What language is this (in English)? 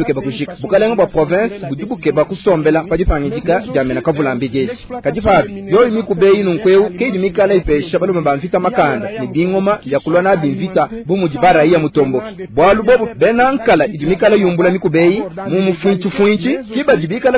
Luba-Lulua